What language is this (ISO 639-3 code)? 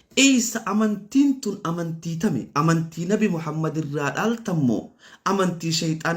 orm